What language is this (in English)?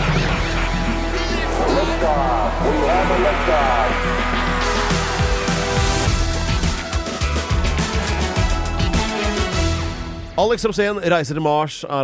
Norwegian